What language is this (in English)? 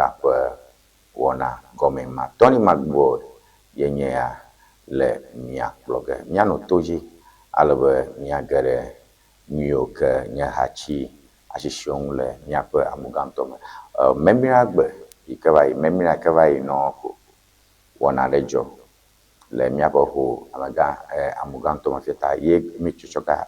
Ewe